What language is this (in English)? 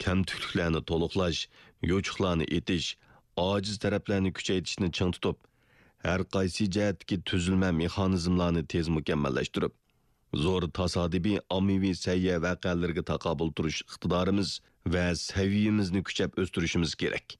Uyghur